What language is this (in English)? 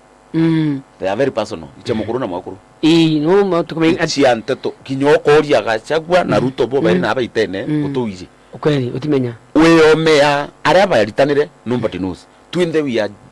Meru